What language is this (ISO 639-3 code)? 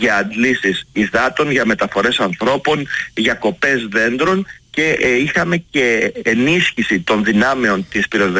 ell